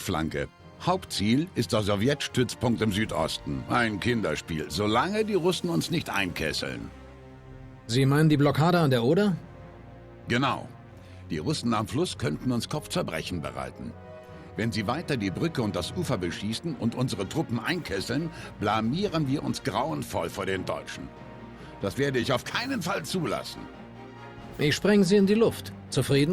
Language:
Bavarian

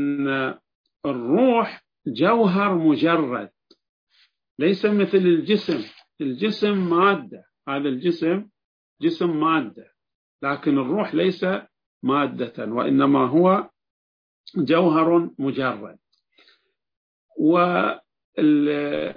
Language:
Arabic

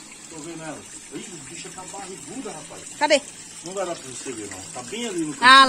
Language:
Portuguese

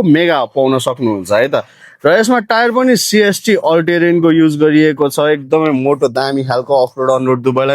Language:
Nepali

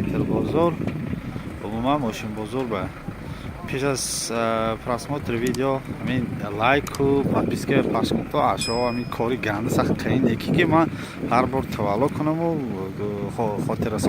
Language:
Tajik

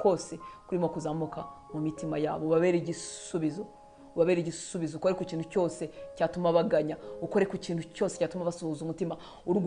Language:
Kinyarwanda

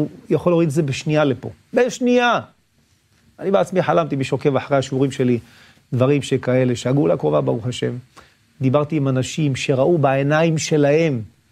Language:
Hebrew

